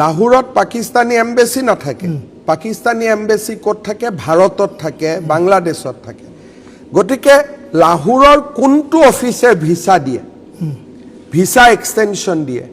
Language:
Assamese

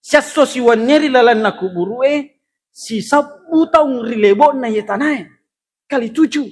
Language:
Buginese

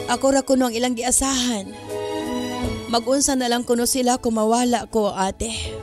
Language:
Cebuano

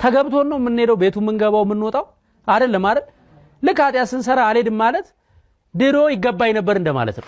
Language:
Amharic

